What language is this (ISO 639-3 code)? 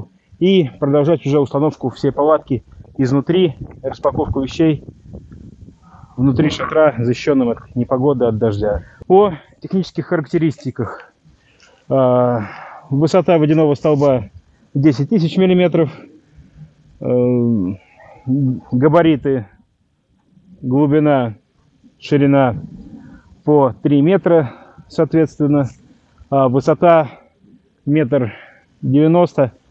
rus